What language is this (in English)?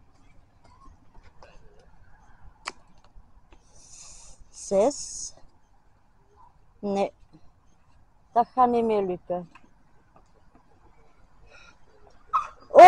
Dutch